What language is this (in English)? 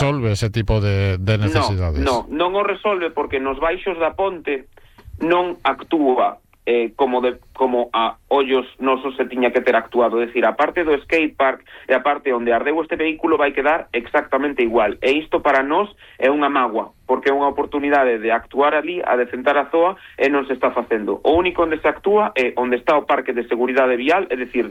Galician